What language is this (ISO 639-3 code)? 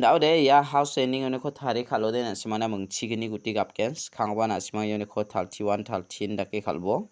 grt